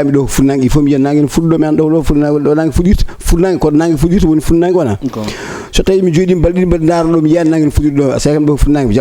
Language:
Fula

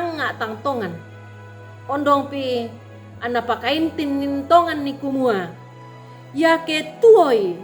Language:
Toraja-Sa'dan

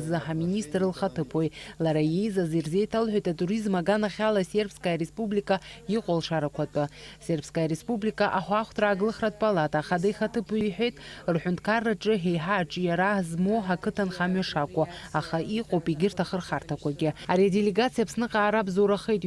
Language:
Abkhazian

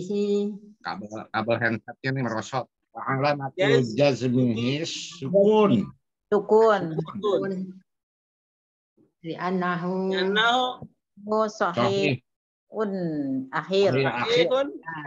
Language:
Indonesian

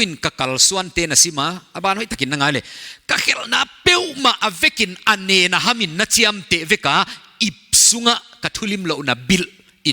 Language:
Paite Chin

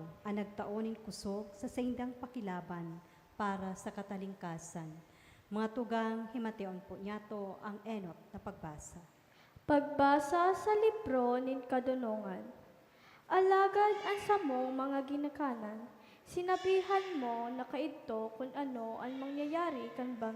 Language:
Bikol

